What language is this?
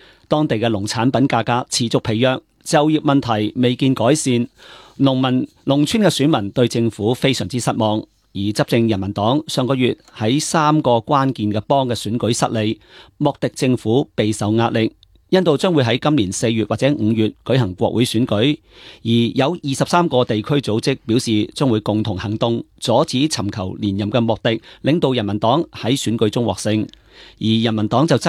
Cantonese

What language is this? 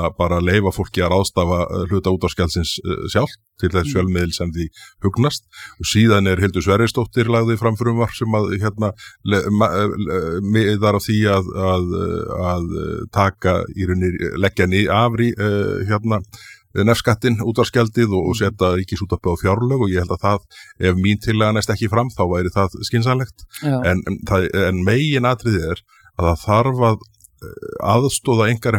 Icelandic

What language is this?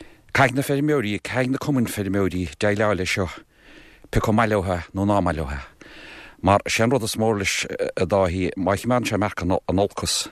Irish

